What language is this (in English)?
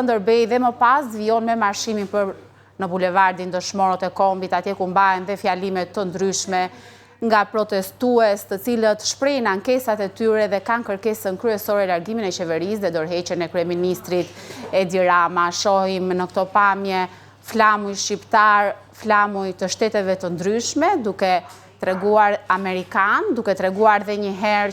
Albanian